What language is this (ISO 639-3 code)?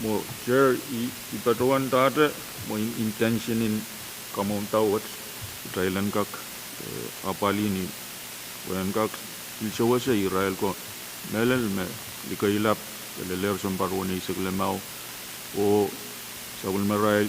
pon